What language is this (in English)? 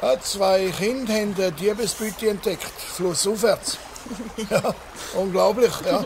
Swiss German